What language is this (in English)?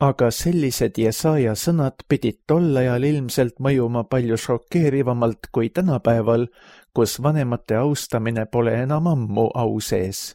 Estonian